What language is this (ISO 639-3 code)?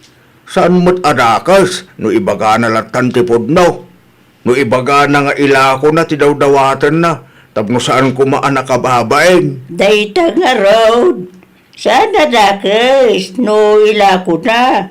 ilo